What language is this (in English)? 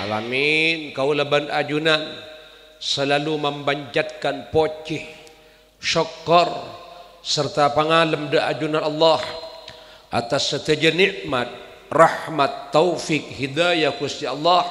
Madurese